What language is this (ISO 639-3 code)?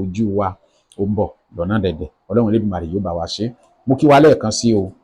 yor